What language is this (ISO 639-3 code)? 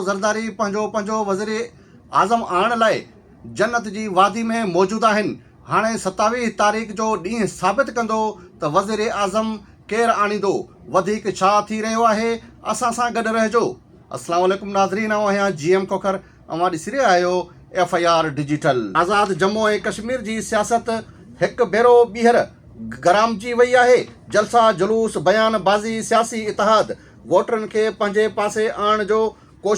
snd